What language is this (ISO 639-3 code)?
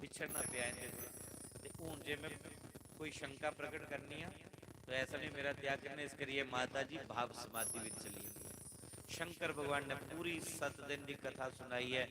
doi